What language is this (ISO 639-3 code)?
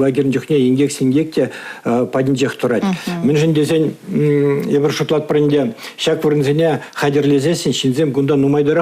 chv